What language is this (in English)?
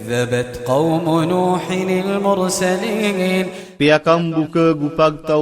Iranun (Philippines)